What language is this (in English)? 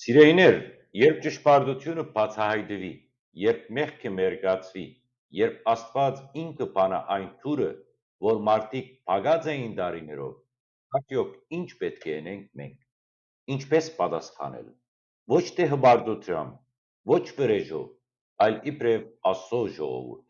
Western Armenian